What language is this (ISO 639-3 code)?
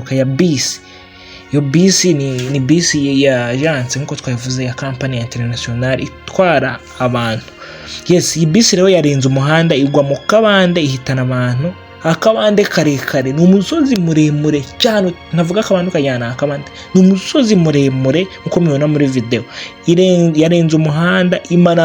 kin